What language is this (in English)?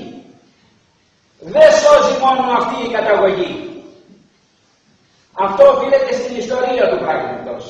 Greek